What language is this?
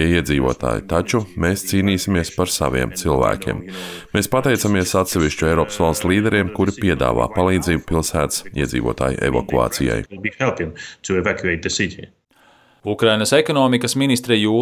Latvian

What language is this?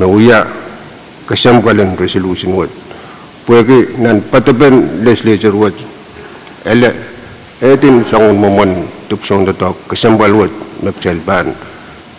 Pohnpeian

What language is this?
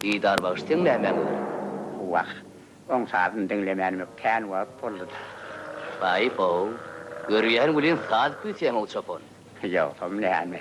Turkmen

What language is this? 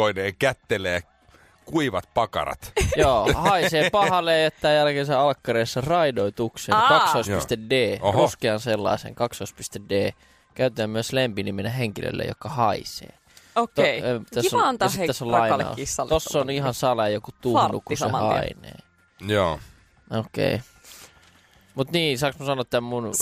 Finnish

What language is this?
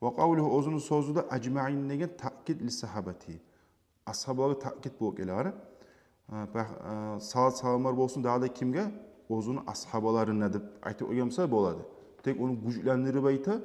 Kumyk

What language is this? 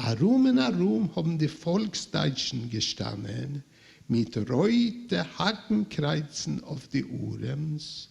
Yiddish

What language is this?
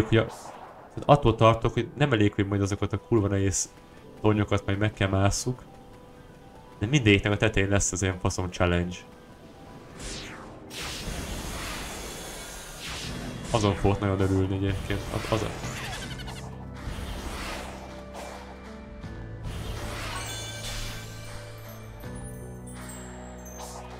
Hungarian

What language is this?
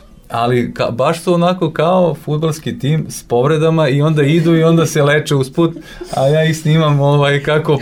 Serbian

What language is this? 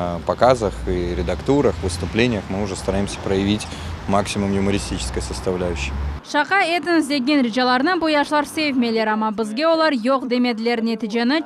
Crimean Tatar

